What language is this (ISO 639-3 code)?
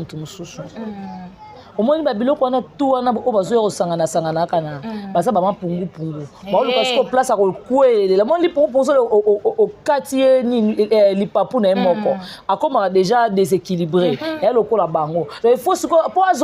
lin